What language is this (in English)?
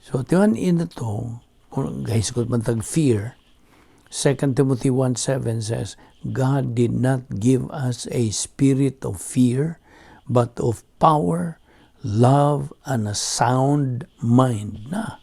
Cebuano